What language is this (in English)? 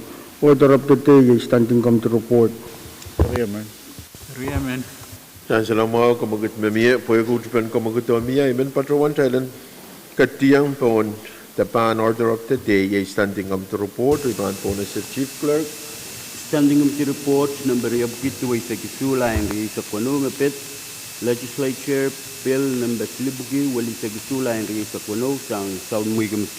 Pohnpeian